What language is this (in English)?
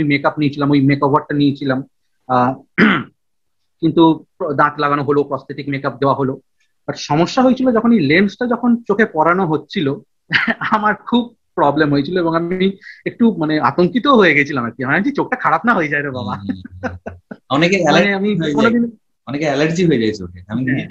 Bangla